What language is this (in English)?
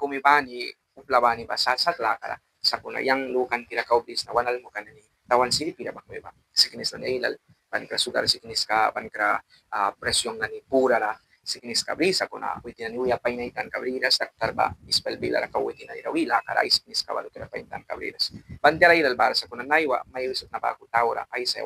Mískito